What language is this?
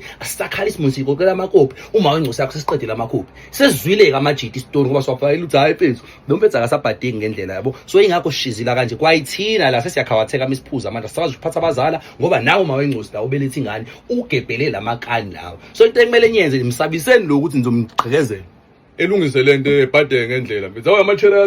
Zulu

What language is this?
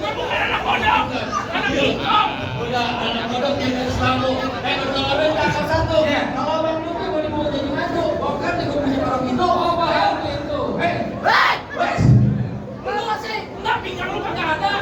Betawi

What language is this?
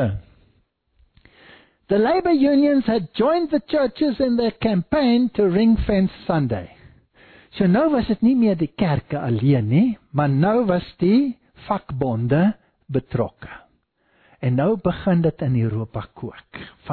Afrikaans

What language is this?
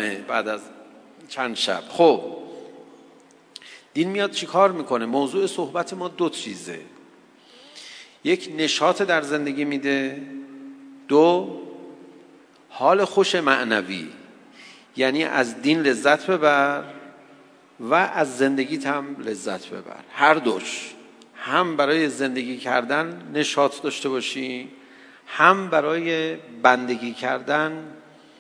Persian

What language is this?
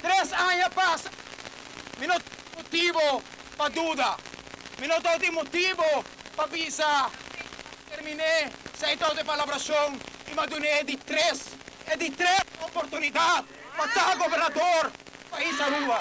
Papiamento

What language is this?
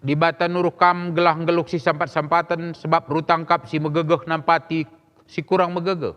Batak Karo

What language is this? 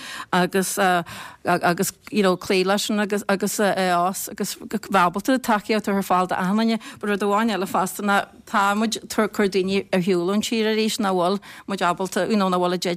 Irish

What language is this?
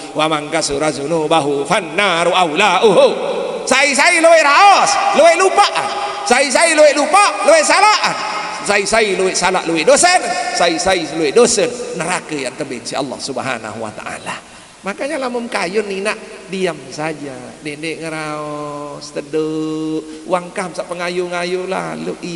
Sasak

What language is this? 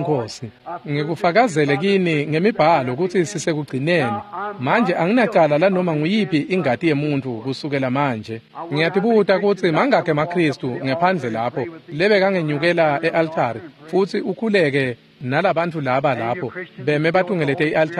Swati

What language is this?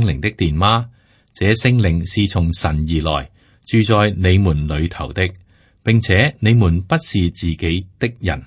Cantonese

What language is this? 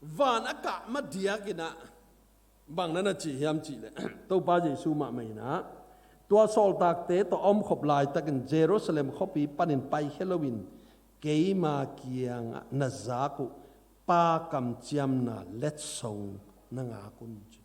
Tedim Chin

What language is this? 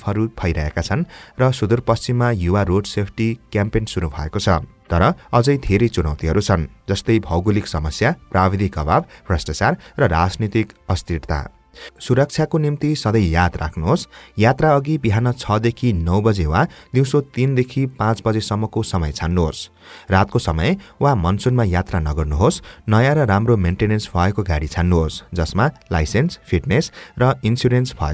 Nepali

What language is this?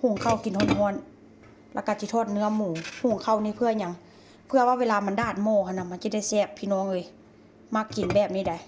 Northeastern Thai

